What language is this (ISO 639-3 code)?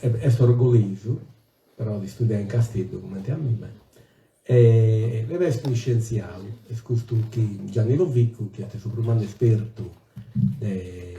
srd